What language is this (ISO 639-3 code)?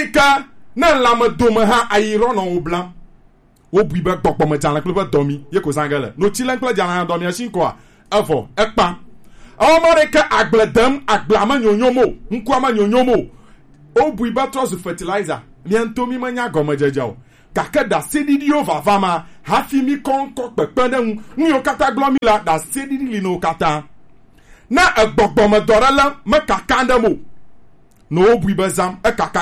gej